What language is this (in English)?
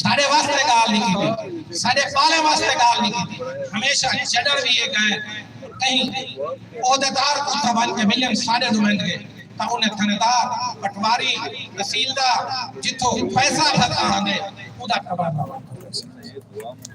Saraiki